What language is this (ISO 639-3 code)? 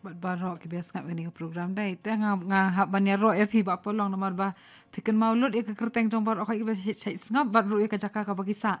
kha